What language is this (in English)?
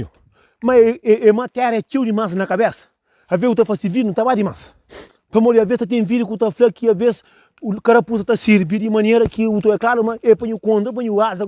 Kabuverdianu